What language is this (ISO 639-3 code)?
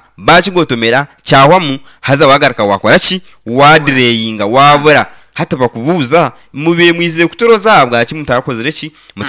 nyn